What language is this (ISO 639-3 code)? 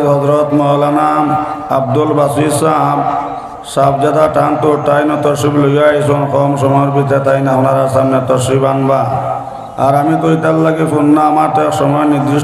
syl